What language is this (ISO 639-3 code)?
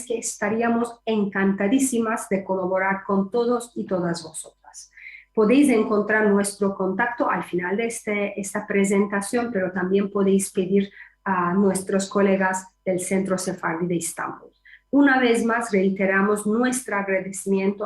lad